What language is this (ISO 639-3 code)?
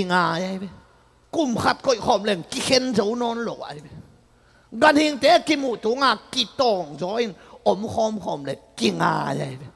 ctd